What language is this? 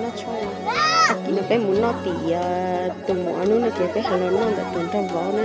Hmong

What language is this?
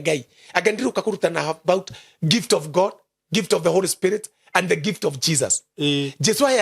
Kikuyu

